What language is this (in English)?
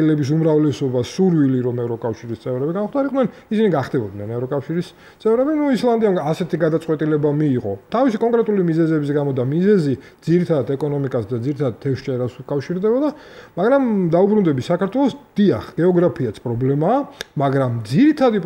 Georgian